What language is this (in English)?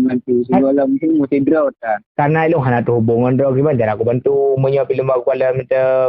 Achinese